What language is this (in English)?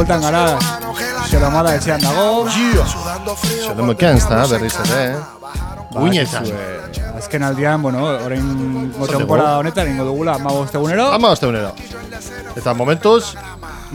Basque